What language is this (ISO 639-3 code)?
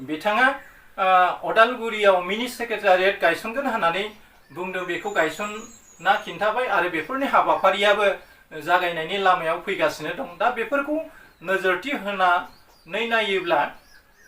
brx